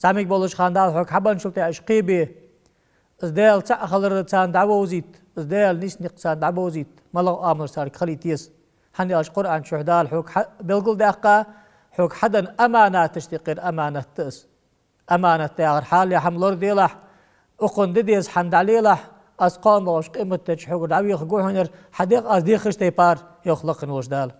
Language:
Ingush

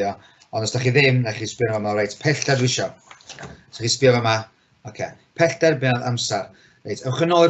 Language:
Welsh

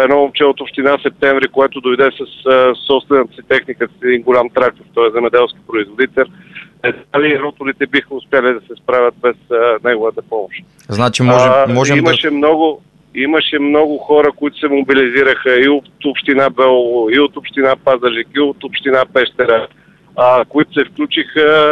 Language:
Bulgarian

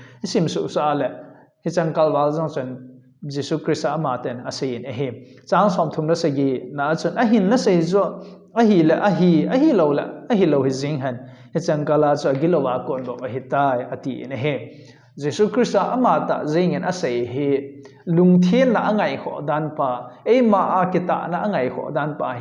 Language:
Thado Chin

